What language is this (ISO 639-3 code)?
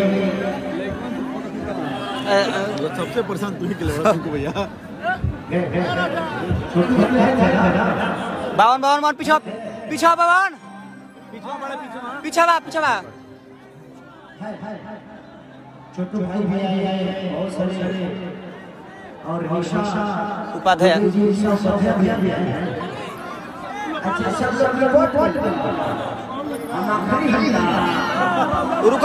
bho